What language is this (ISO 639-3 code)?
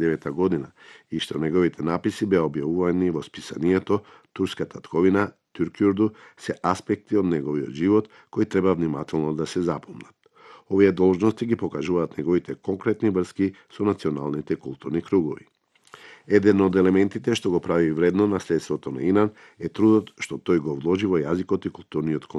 mkd